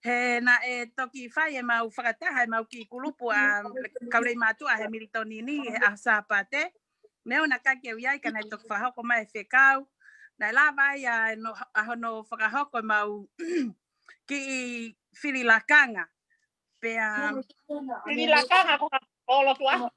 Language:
Tongan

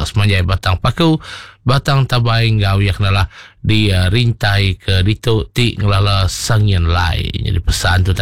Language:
Iban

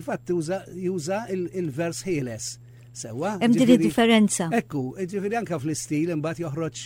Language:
Maltese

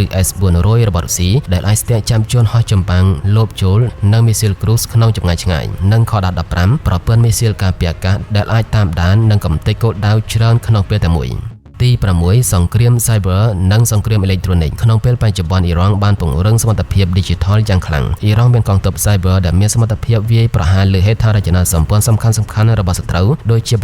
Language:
Khmer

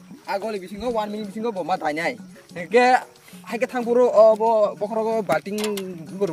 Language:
Kok Borok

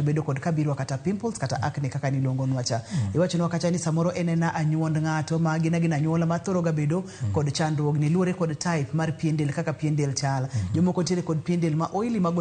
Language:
Luo (Kenya and Tanzania)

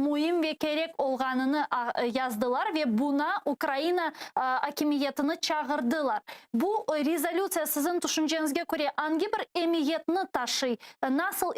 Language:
Crimean Tatar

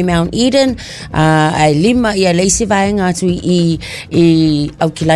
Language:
Samoan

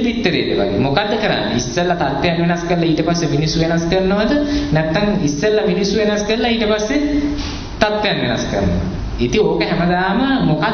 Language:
Sinhala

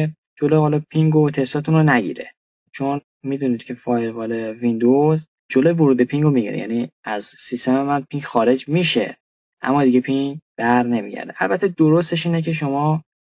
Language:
Persian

